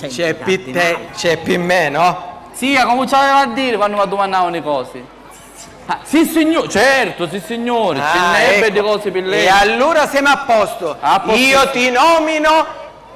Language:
Sicilian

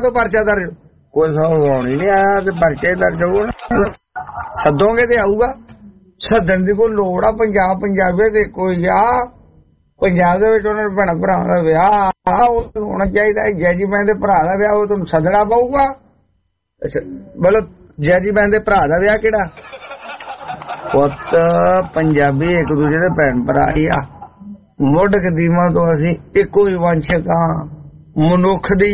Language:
Punjabi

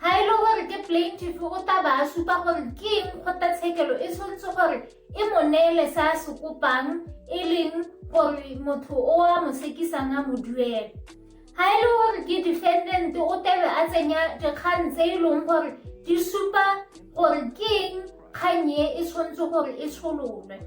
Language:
Tswana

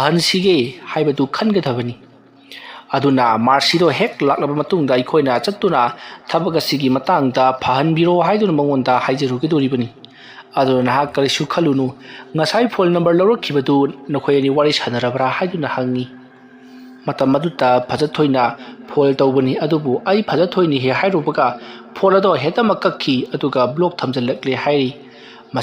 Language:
Manipuri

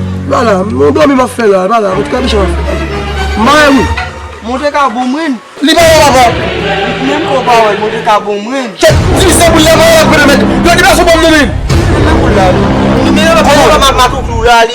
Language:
Haitian Creole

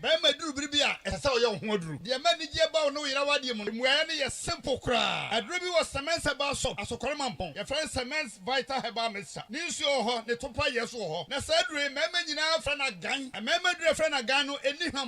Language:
Akan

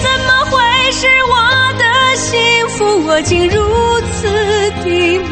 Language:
Chinese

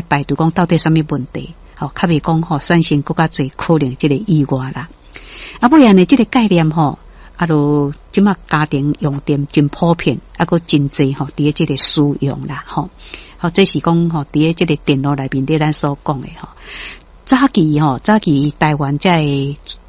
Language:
Min Nan Chinese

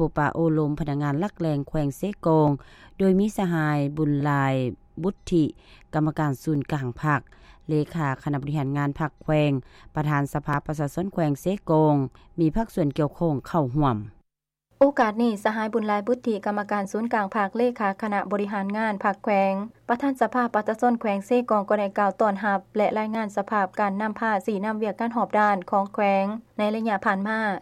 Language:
Lao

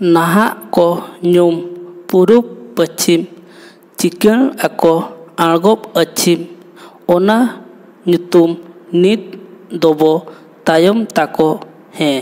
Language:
Santali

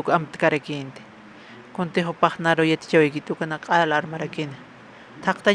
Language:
Aymara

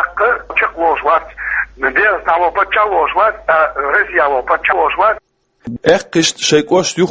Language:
Chechen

